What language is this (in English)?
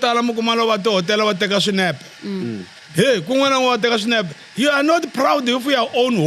Tsonga